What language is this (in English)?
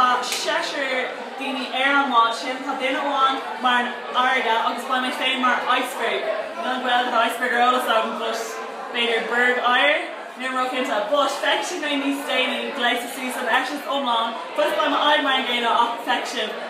Irish